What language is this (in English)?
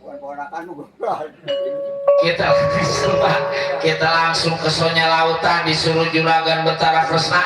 Betawi